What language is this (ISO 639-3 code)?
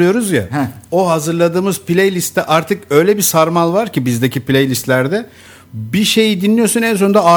tur